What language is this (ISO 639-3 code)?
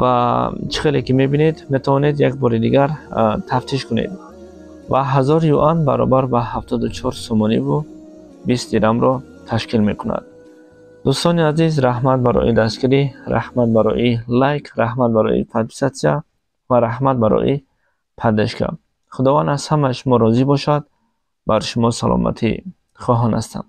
tgk